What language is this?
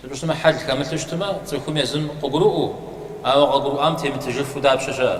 Kabardian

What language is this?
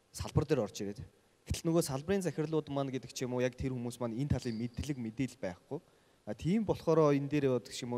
Mongolian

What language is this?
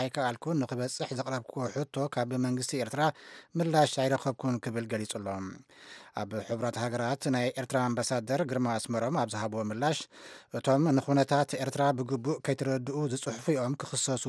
Tigrinya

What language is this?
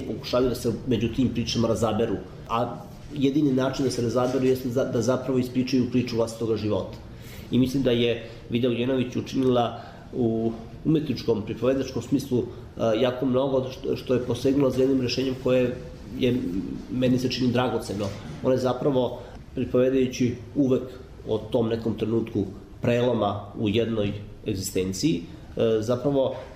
Serbian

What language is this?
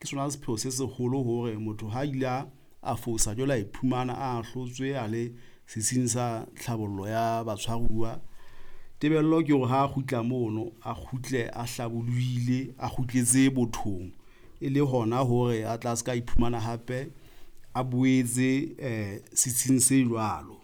Southern Sotho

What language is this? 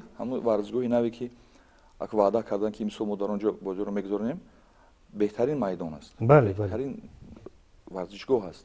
Tajik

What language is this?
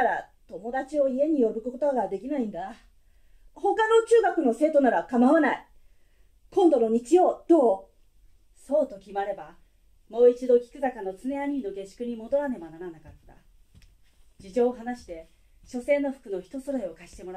Japanese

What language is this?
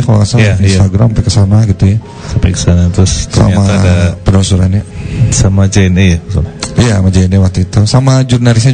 Indonesian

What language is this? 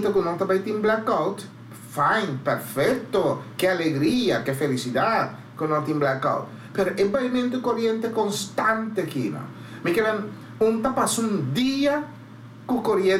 Papiamento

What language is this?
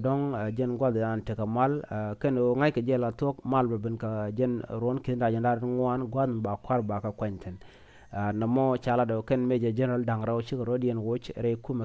Nuer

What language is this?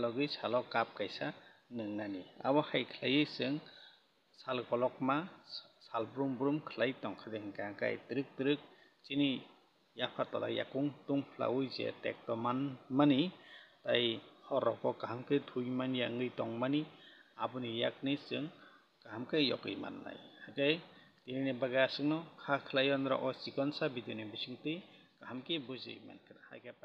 Kok Borok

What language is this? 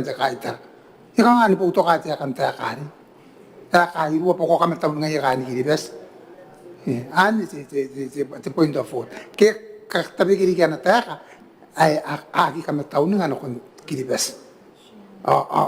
Gilbertese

